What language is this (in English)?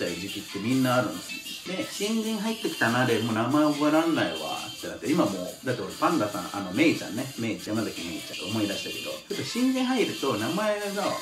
Japanese